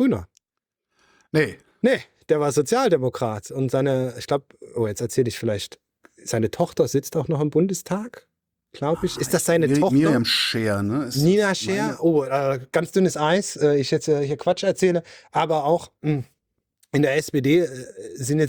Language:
German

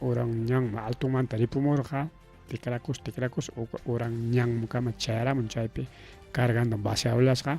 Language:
Ayacucho Quechua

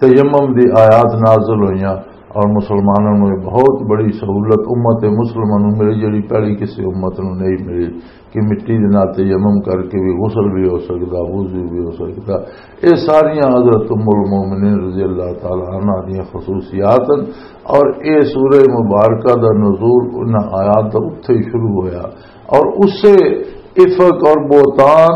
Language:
Western Panjabi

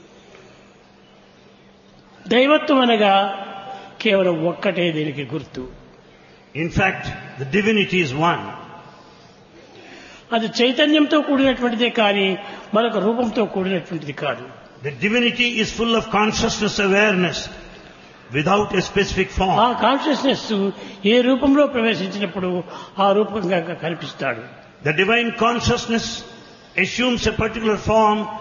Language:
Telugu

